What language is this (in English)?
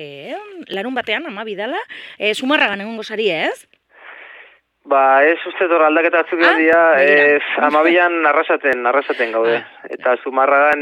Basque